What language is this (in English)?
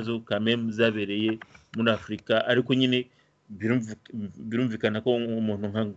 Kinyarwanda